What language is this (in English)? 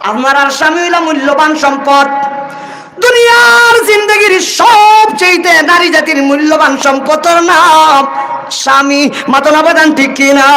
Sylheti